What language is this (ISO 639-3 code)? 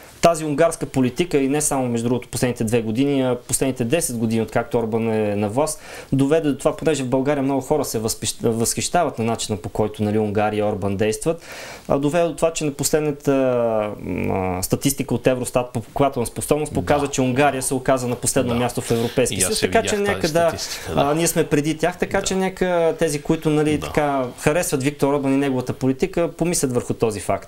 bul